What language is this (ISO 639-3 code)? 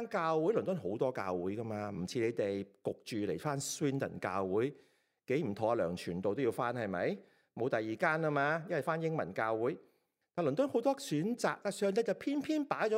yue